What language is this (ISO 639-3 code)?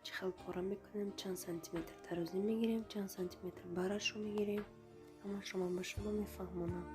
tgk